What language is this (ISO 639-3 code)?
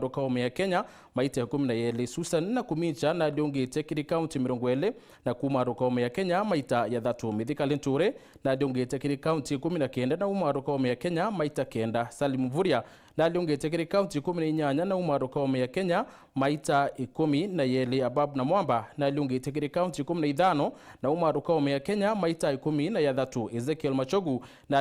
mer